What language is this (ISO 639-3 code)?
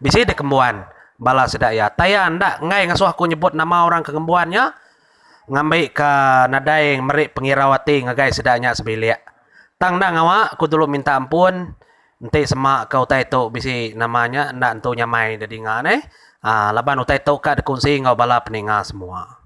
iba